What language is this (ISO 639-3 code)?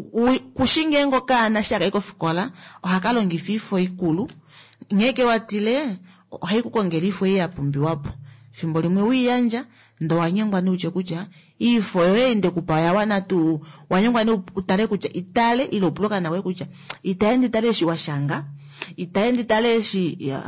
kua